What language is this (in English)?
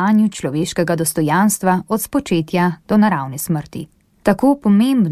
Slovenian